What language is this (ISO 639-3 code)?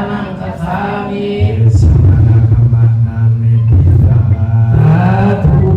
pli